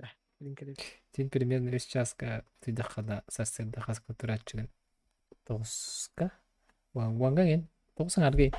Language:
Yakut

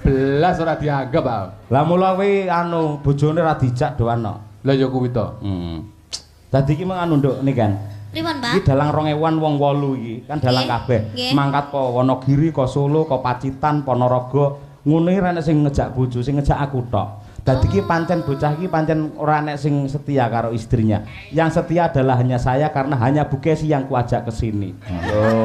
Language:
Javanese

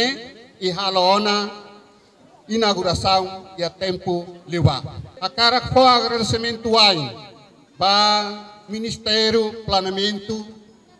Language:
Tetum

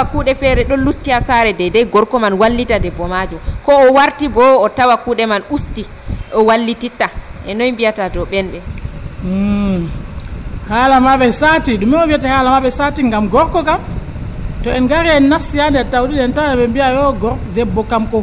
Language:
Nigerian Fulfulde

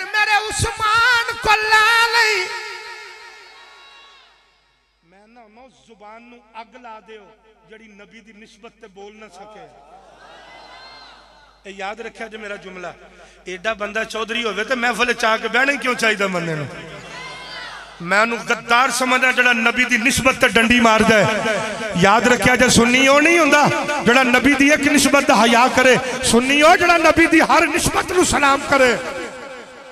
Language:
Western Panjabi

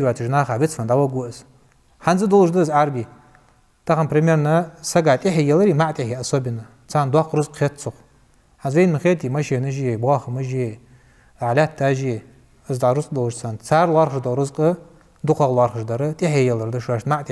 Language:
Ingush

